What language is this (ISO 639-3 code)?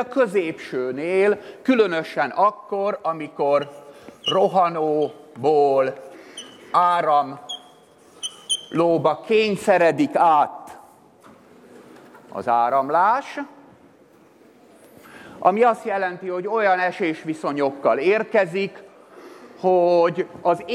hun